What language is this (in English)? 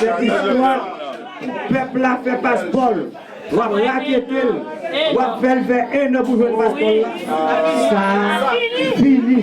Haitian Creole